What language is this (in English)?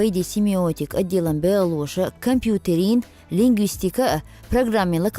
Chechen